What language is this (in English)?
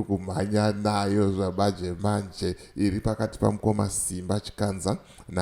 Shona